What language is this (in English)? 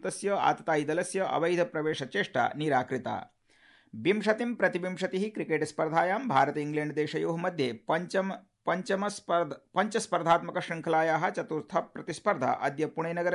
Sanskrit